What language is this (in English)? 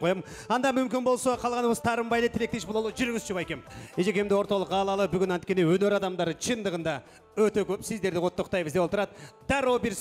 Kyrgyz